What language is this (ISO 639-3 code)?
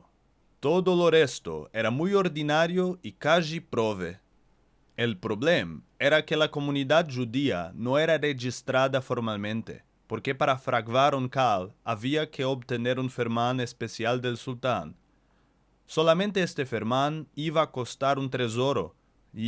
lad